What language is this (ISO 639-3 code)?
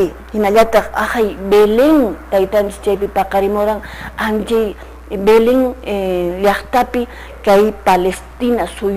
que